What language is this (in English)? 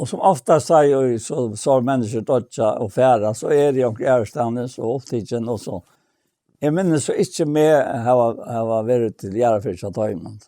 Faroese